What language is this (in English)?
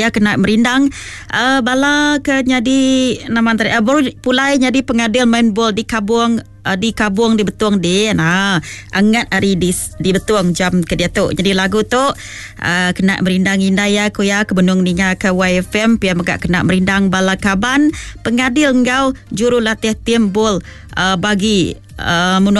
Iban